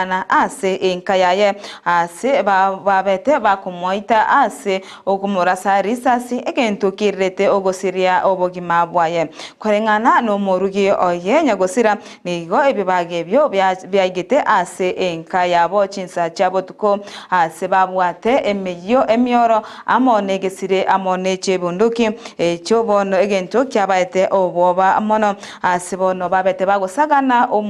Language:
Gusii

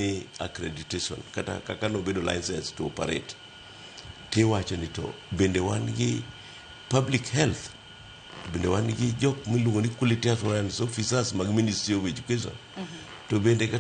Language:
Luo (Kenya and Tanzania)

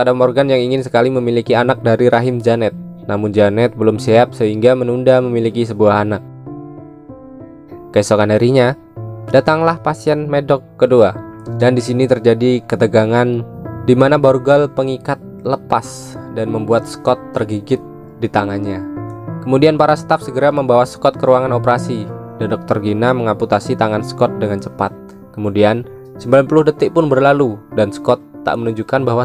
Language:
Indonesian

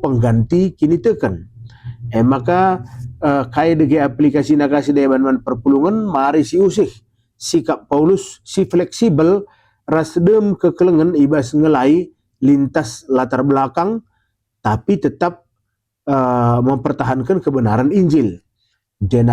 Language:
Batak Karo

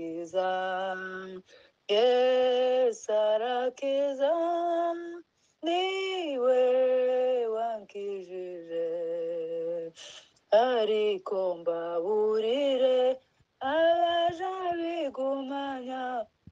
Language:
Kinyarwanda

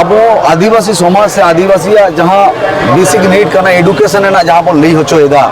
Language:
Santali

